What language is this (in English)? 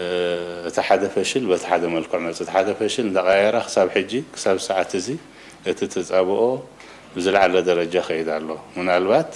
Tigrinya